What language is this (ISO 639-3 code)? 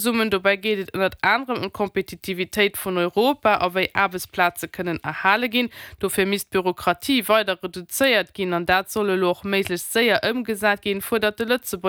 ltz